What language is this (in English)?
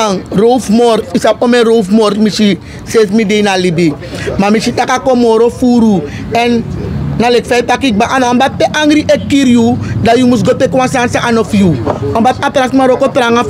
Sranan Tongo